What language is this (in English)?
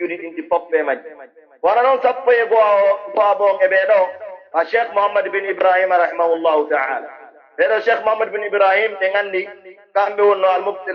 Pular